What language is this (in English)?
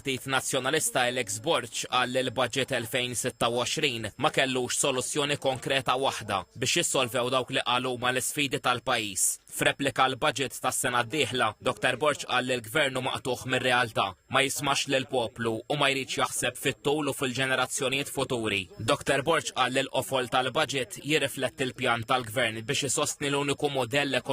Maltese